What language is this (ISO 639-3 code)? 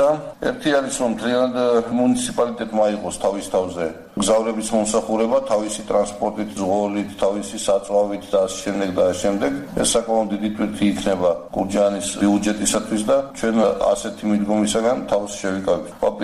kat